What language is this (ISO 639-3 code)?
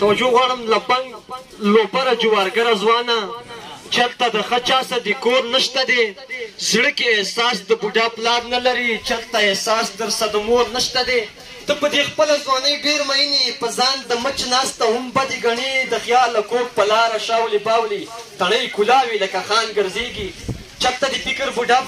pus